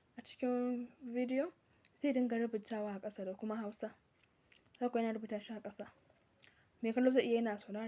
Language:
Hausa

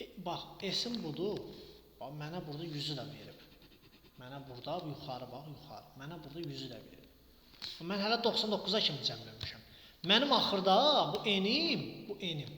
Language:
Azerbaijani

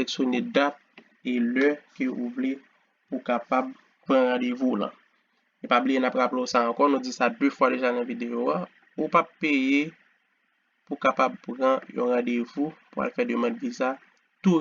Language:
Haitian Creole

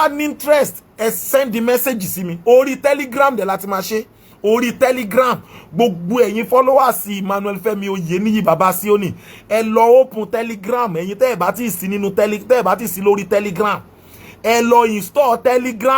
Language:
Yoruba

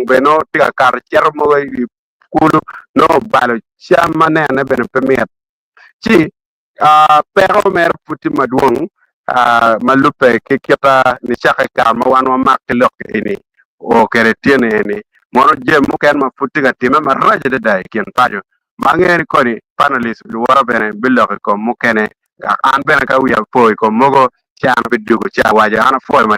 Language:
Acoli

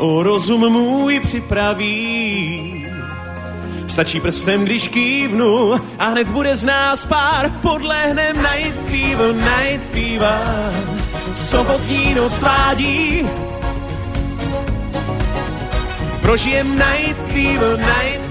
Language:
Czech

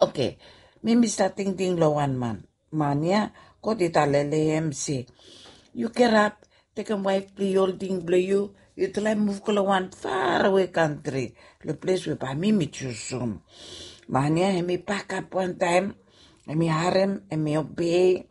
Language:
Bislama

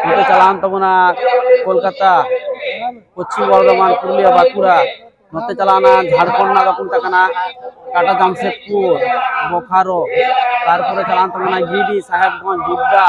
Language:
Santali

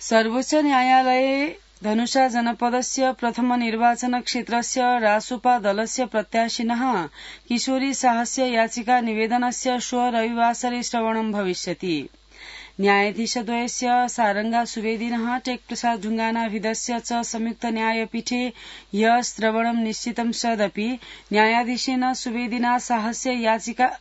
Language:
Sanskrit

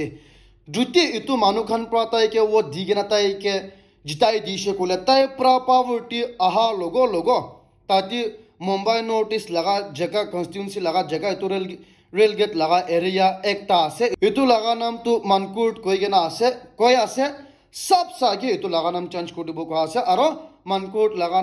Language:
Naga Pidgin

